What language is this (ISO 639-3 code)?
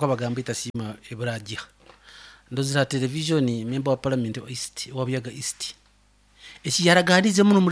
nyo